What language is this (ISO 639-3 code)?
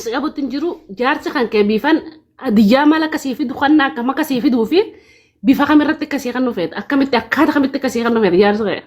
orm